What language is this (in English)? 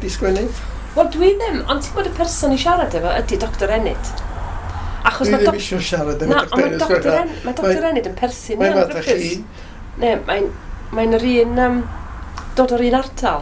Welsh